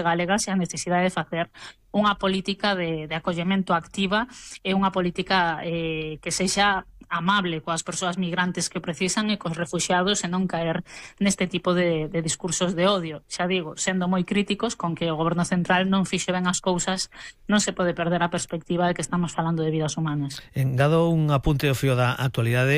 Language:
Galician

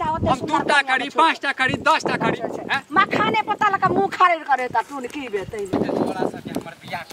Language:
Maithili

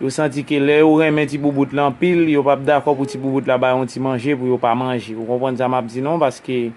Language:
Haitian Creole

